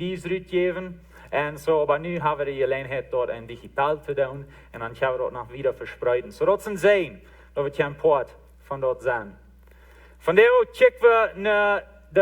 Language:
Plautdietsch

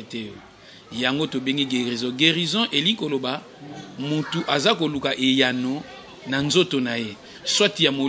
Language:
Lingala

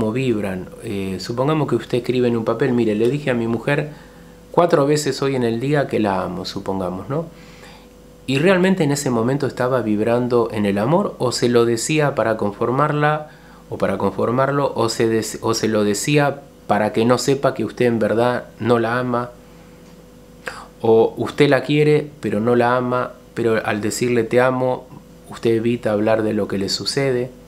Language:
Spanish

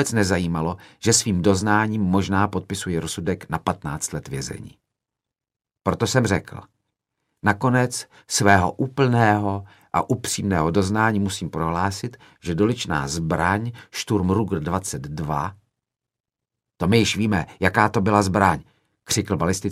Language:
Czech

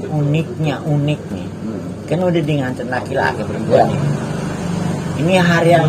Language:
Betawi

